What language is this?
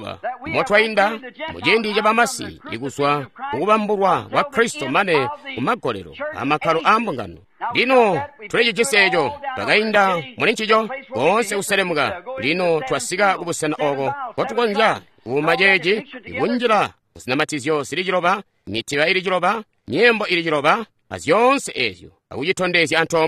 Tonga (Zambia)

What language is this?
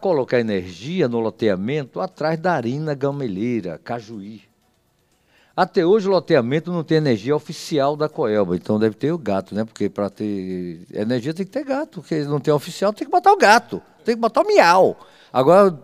Portuguese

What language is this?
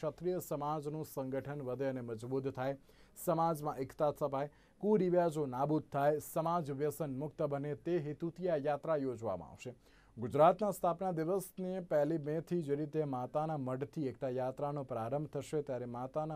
Gujarati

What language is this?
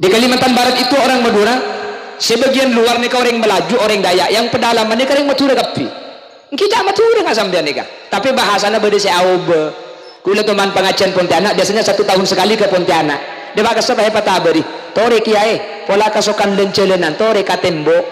Madurese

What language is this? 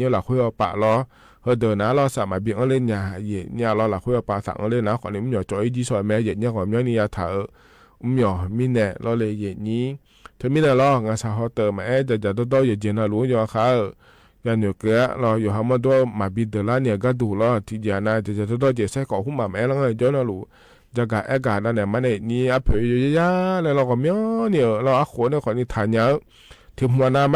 Akha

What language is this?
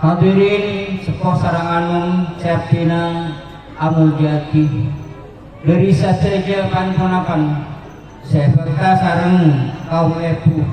Madurese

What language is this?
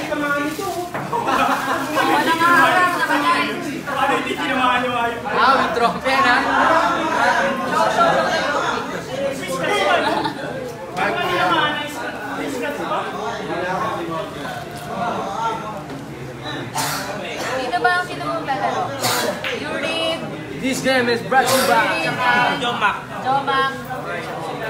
Filipino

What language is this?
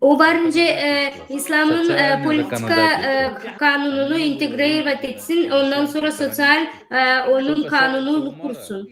Gagauz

